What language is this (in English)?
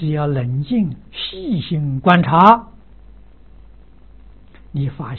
Chinese